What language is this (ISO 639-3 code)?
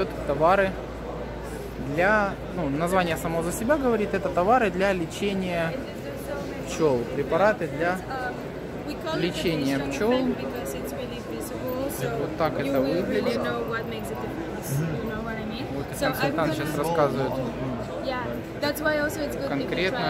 rus